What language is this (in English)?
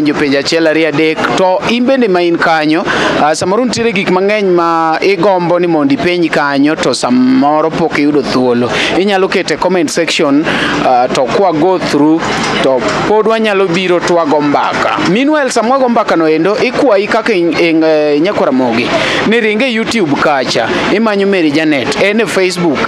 Luo (Kenya and Tanzania)